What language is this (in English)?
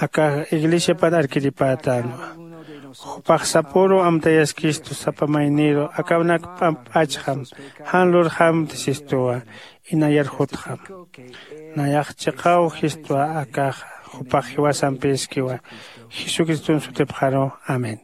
Aymara